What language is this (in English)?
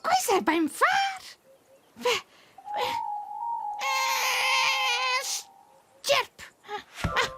Romansh